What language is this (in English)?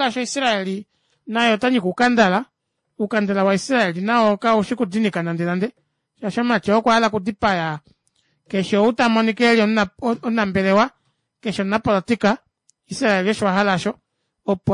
Kuanyama